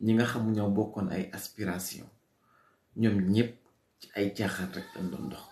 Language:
Wolof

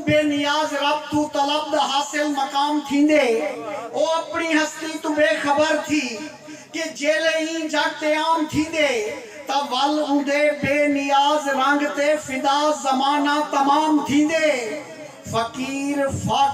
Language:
Saraiki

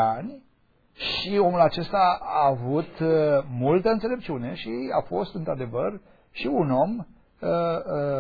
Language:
Romanian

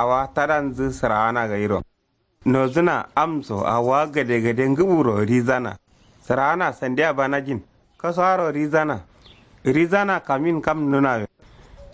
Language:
Kanuri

